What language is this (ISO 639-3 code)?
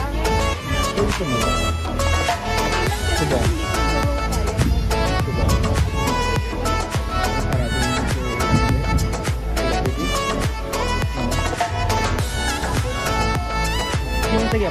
fil